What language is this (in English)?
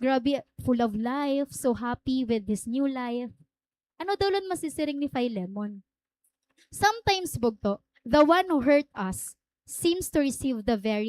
Waray